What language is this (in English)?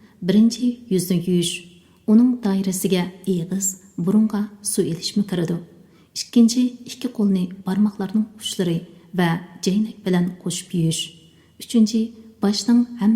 Uyghur